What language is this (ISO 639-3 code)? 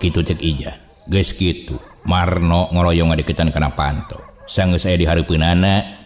sun